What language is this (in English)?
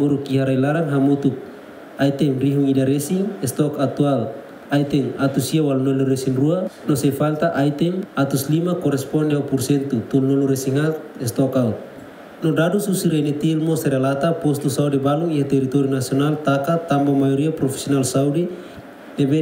Tetum